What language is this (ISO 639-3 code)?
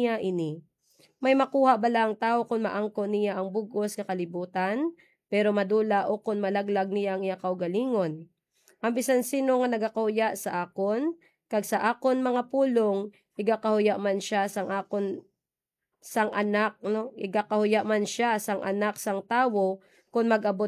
hil